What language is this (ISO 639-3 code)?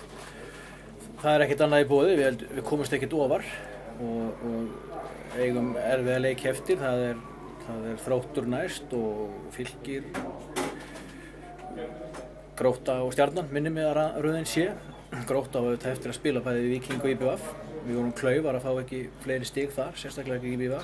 isl